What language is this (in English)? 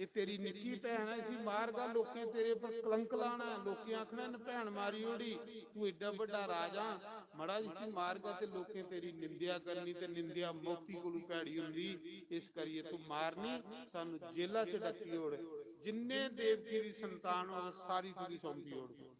Dogri